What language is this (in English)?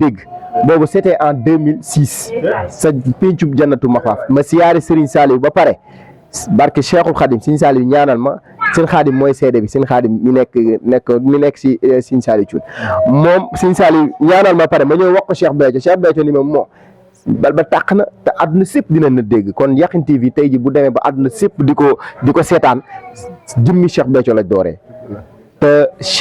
Wolof